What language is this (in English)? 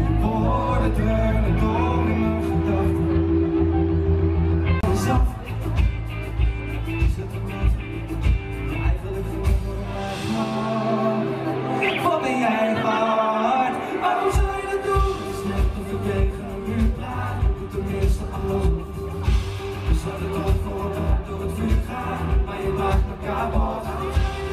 Dutch